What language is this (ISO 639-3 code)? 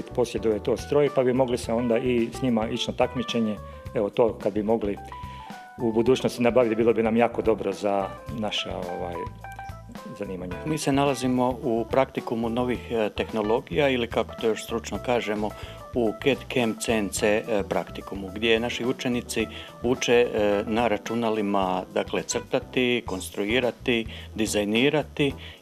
hrv